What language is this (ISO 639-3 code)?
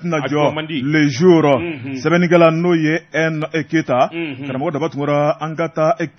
bam